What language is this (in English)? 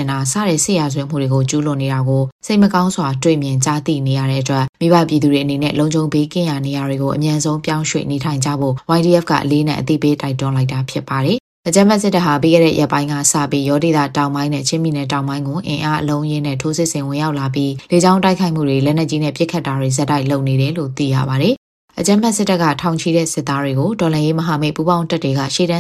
Burmese